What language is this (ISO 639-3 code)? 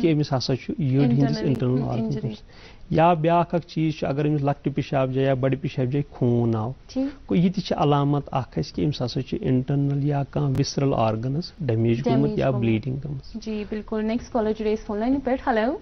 kas